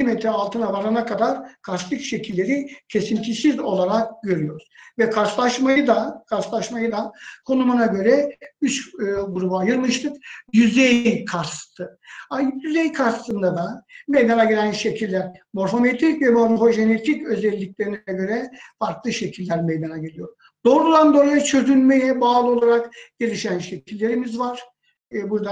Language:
Turkish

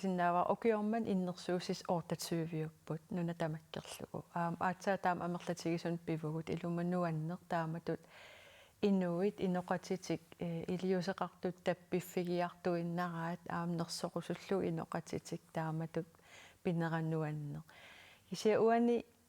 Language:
Kalaallisut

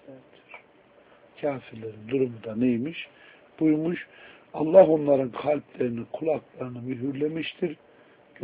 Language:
Turkish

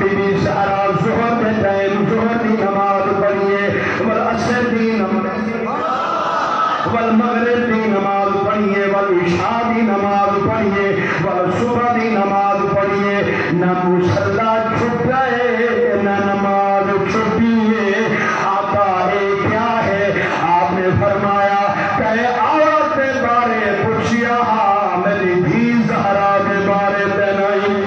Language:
Saraiki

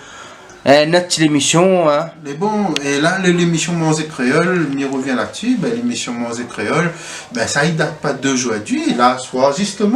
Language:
Réunion Creole French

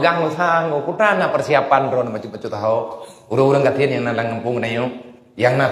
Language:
Achinese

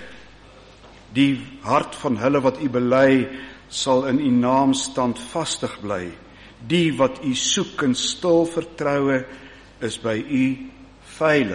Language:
Afrikaans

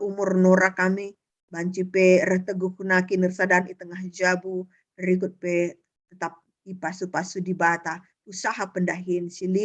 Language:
Batak Karo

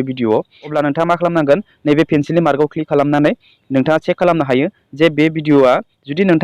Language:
Bodo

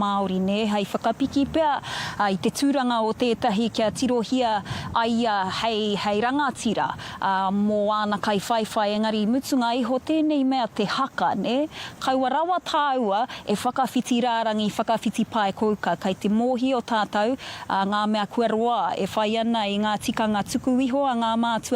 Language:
Māori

